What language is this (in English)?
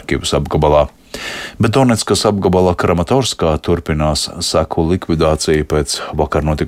Latvian